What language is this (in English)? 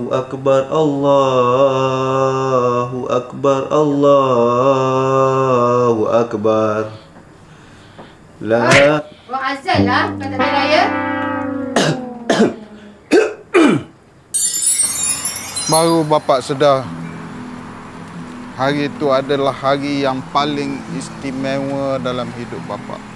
Malay